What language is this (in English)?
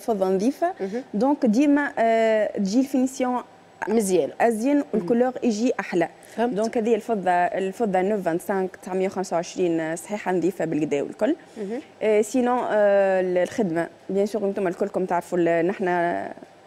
Tunisian Arabic